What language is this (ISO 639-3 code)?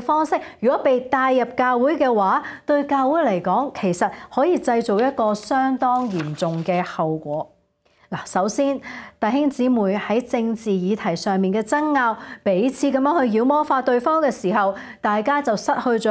yue